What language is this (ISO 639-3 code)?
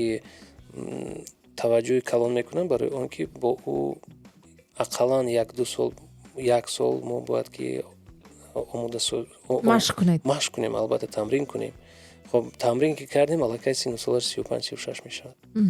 tgk